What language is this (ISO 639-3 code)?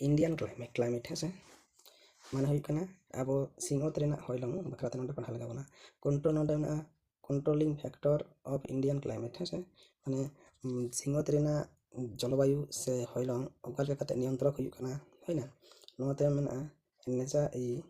sat